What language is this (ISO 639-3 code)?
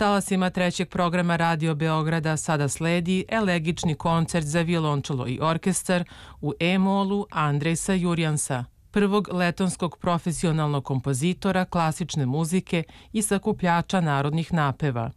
srp